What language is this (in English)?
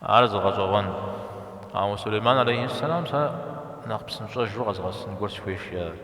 Kabardian